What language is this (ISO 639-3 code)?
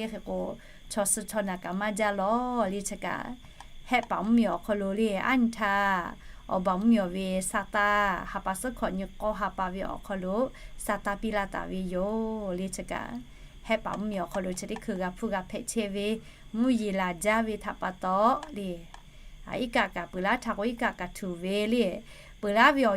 lhu